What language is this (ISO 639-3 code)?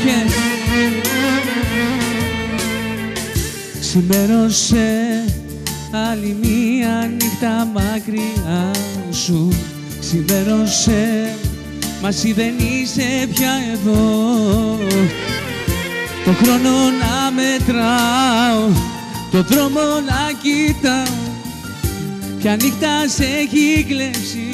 ell